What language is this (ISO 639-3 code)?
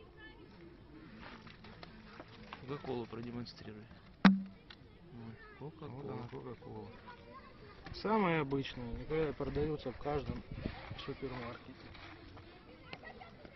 rus